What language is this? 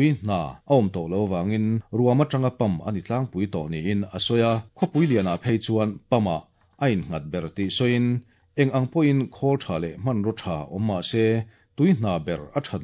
Mizo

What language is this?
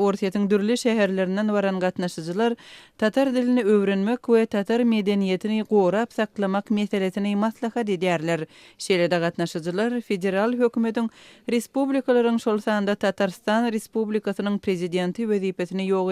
Turkmen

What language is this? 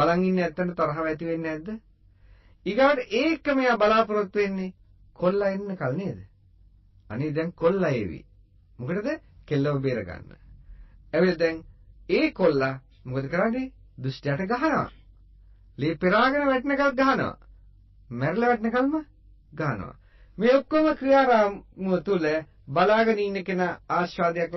Sinhala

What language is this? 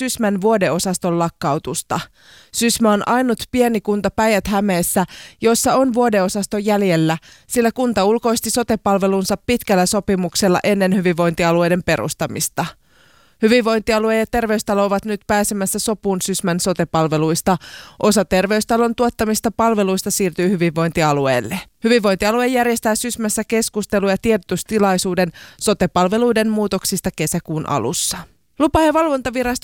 Finnish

